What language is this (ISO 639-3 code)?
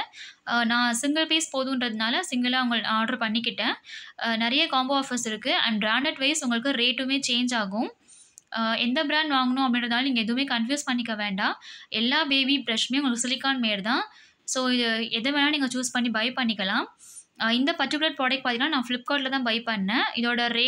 tam